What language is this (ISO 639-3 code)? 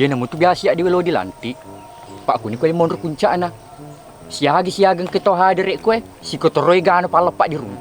bug